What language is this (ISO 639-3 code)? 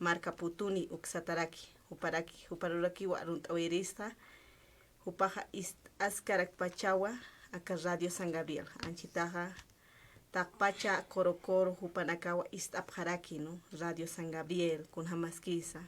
aym